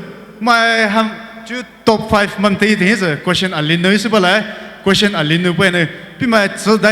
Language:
Poumei Naga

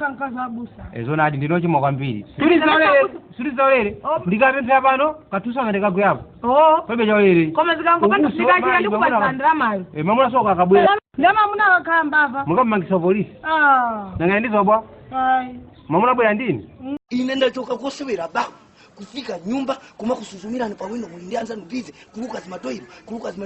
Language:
Nyanja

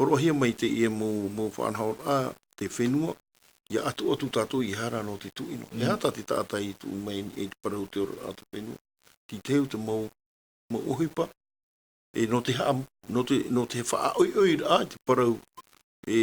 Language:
Tahitian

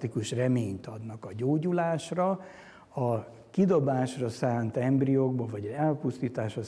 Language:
Hungarian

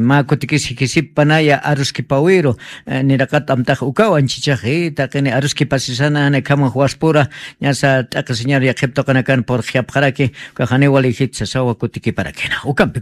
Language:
Aymara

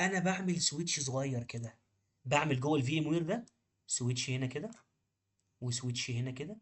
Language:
Egyptian Arabic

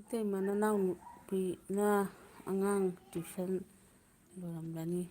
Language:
Manipuri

